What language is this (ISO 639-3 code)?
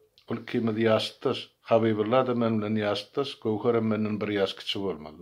tuk